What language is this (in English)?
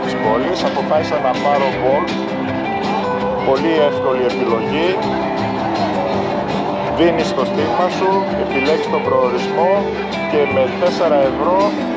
Greek